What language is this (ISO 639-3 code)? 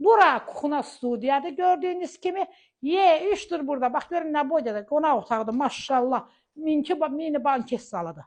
aze